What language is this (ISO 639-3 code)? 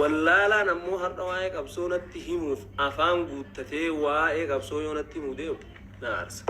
orm